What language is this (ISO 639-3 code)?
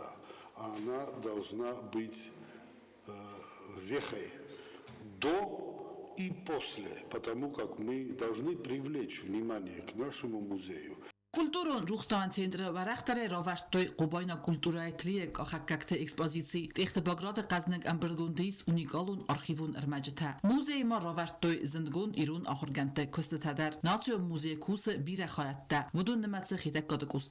oss